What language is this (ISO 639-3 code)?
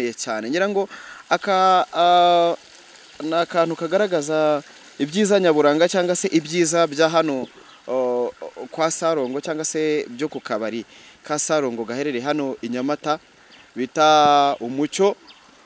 kin